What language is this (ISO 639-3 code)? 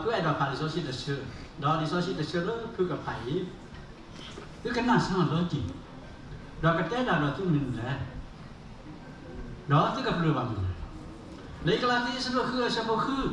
ksw